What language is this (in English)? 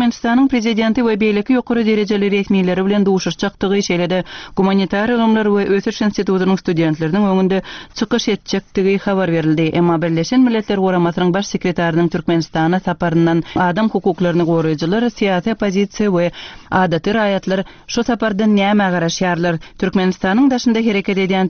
Turkmen